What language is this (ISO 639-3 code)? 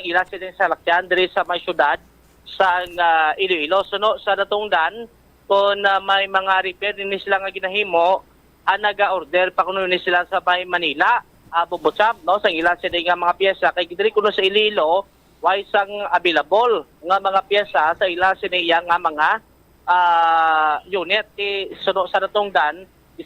hil